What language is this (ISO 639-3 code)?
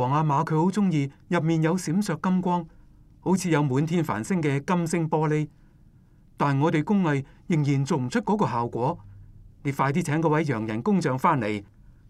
yue